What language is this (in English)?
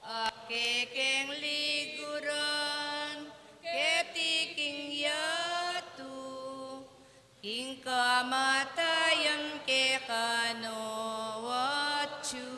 Pampanga